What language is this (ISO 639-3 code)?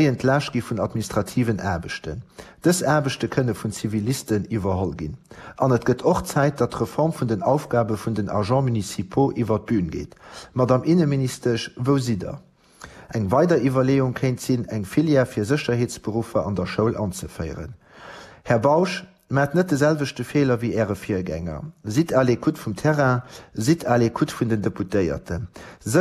ltz